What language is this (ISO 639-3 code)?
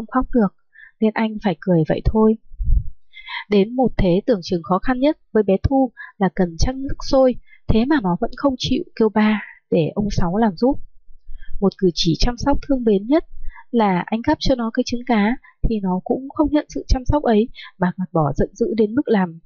vie